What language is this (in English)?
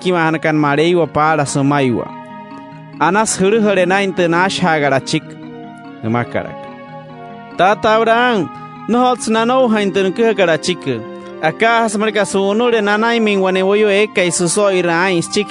Wayuu